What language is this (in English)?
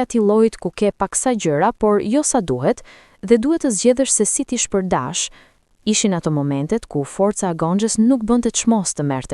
Albanian